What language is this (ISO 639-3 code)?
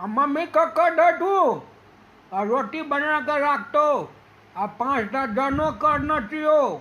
mai